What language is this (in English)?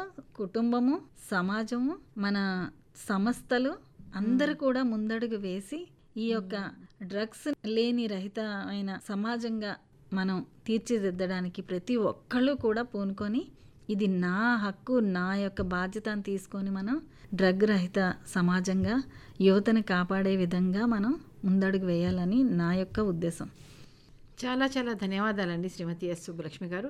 Telugu